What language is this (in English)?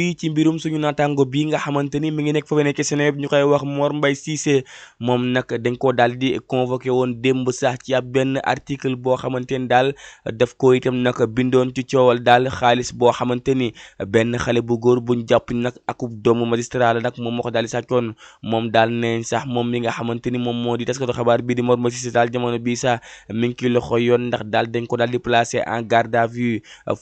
Wolof